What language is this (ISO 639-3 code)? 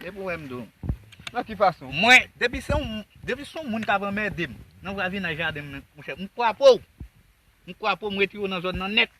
hat